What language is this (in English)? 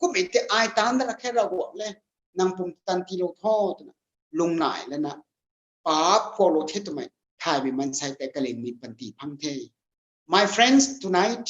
Rongmei Naga